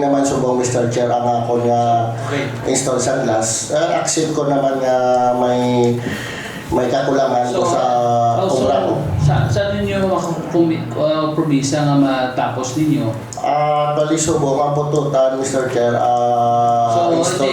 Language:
Hiligaynon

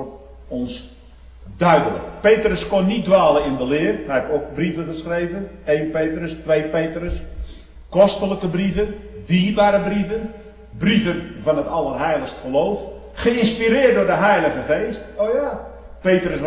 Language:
Dutch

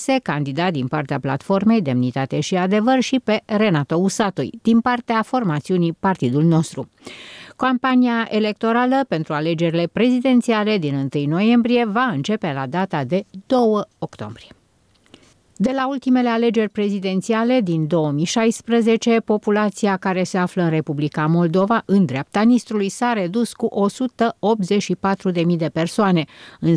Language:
Romanian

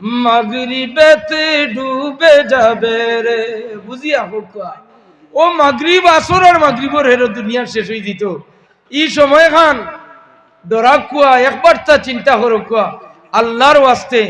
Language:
Sylheti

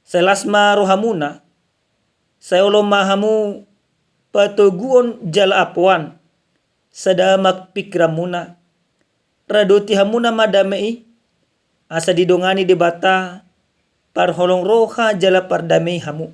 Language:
Batak Toba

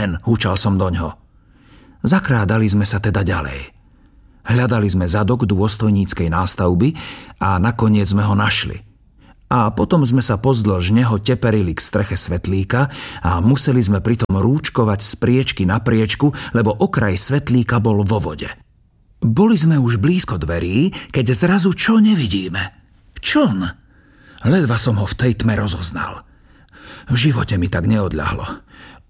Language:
Slovak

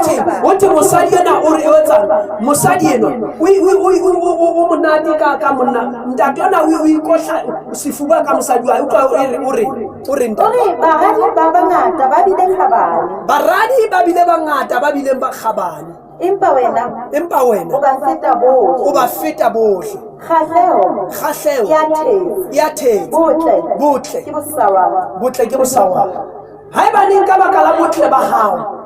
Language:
Southern Sotho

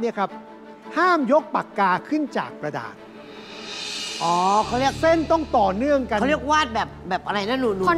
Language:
Thai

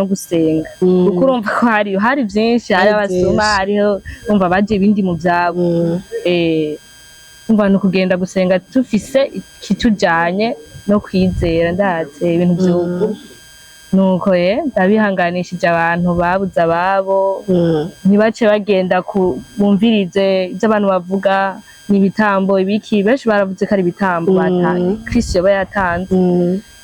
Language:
Rundi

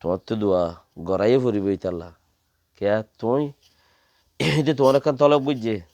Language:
Rohingya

